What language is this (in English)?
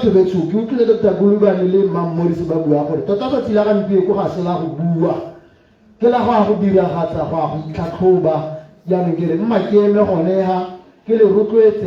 Tswana